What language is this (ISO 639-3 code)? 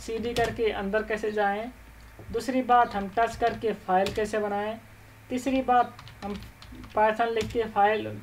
hin